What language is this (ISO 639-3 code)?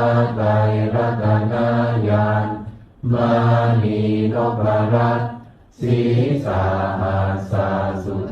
pli